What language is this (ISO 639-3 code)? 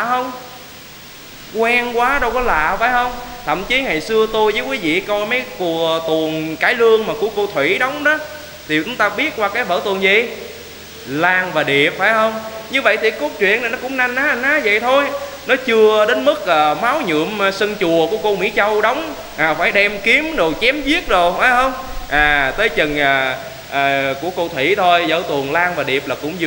vie